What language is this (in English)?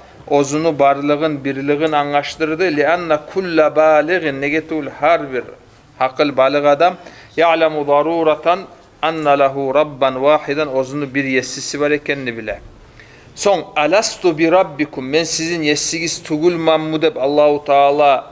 Kumyk